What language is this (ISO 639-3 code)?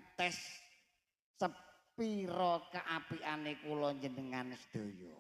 jav